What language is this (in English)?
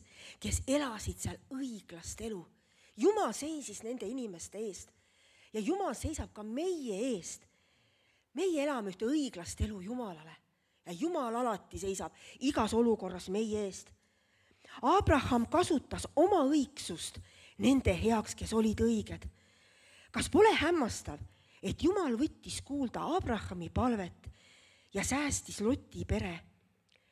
Estonian